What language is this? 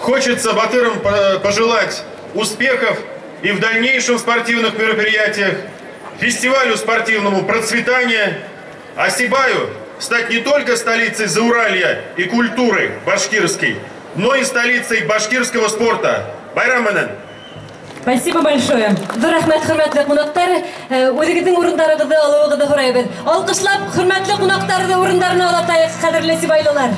Bashkir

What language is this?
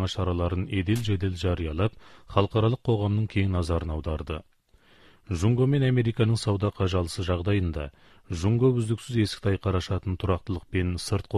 Kazakh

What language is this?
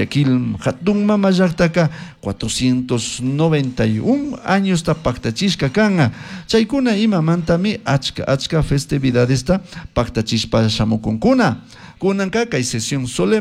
Chimborazo Highland Quichua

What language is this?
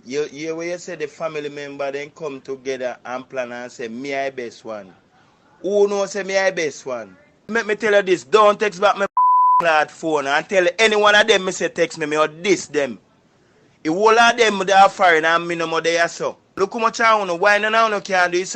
Jamaican Creole English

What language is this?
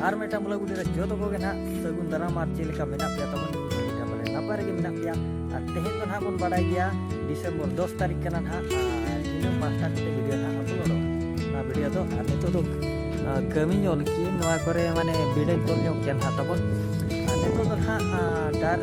Santali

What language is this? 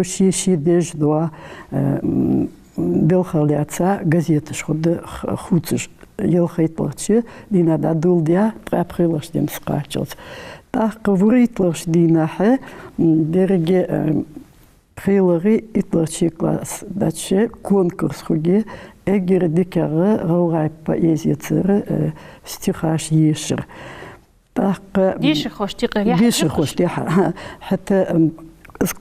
Ingush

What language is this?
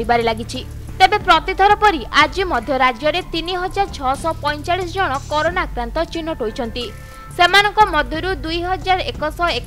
Odia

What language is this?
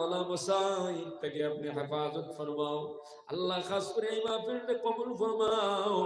Sylheti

